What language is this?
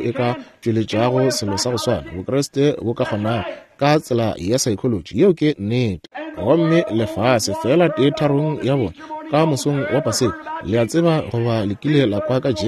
Northern Sotho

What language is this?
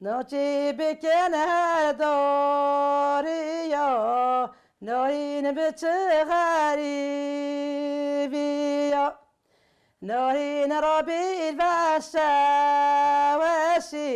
Kurdish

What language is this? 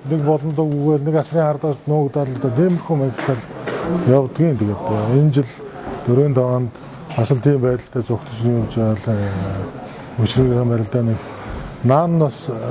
Mongolian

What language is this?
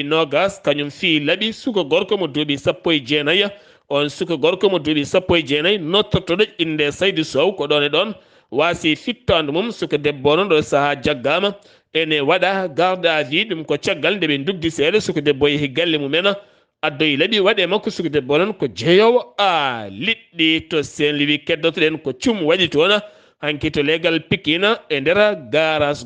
Fula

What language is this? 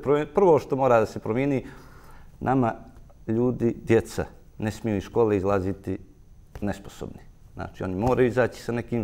Bosnian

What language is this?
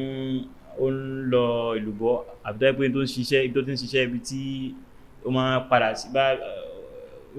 Yoruba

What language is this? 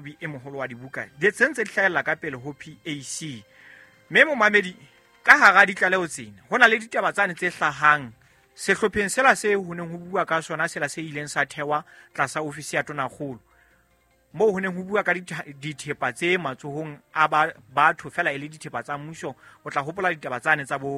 Southern Sotho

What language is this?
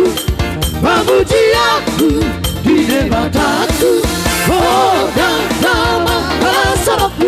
Batak Toba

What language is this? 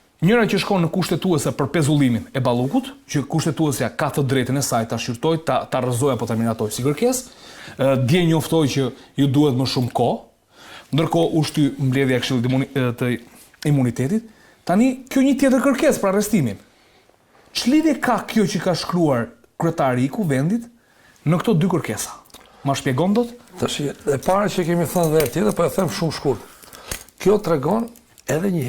Albanian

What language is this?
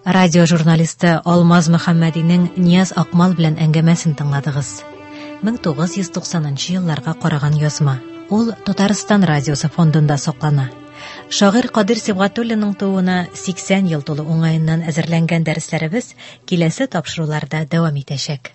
Tatar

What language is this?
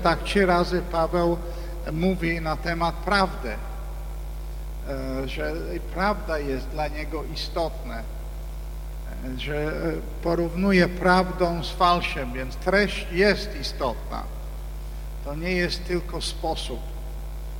Polish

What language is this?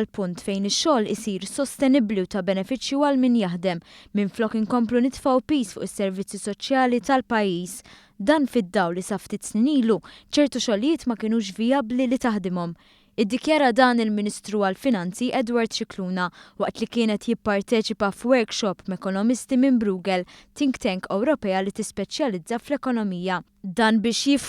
Maltese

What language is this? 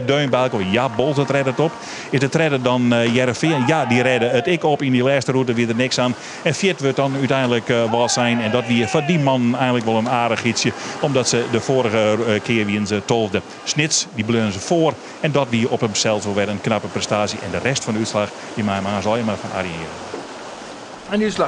Western Frisian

